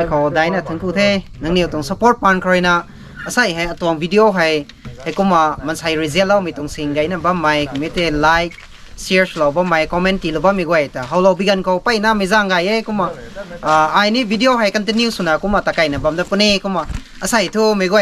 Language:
Rongmei Naga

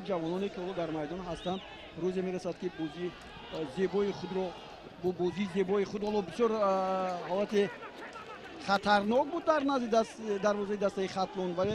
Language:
Tajik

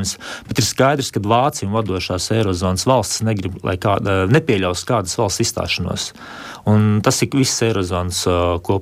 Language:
Latvian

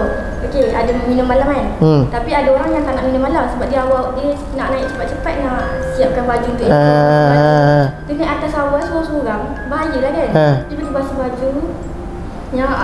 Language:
Malay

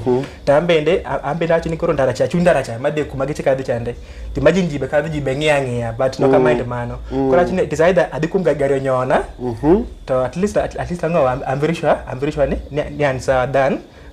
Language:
Luo (Kenya and Tanzania)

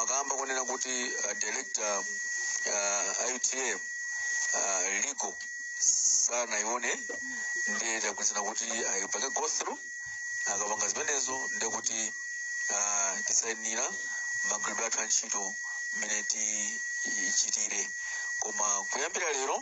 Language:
Nyanja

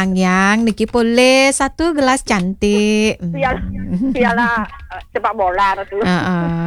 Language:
Balinese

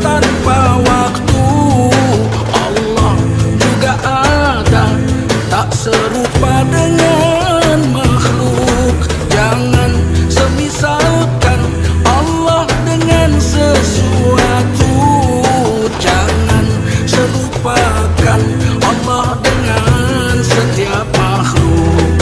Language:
Indonesian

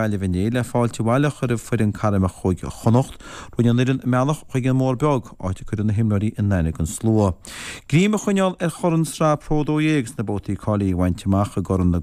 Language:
Irish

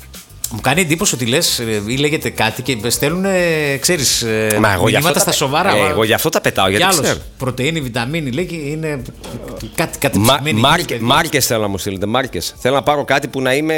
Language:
Greek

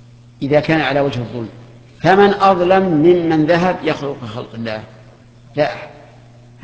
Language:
Arabic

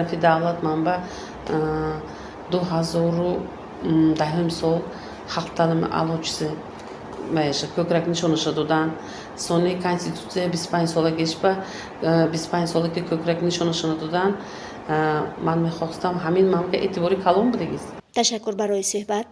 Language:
Tajik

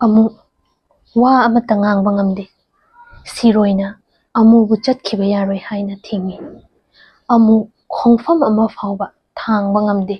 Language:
Manipuri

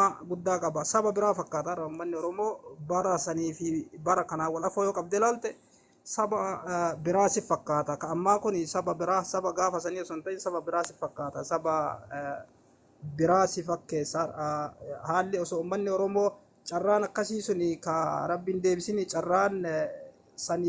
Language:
Oromo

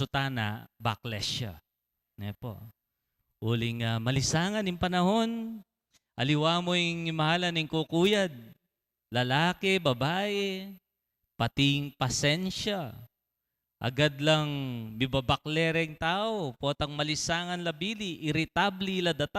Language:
Pampanga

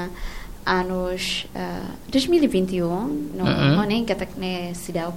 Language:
Tetum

